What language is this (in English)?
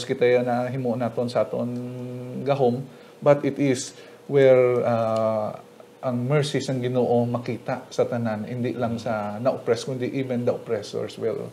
Hiligaynon